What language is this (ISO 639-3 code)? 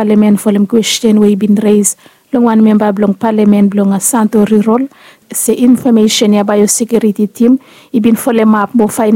bis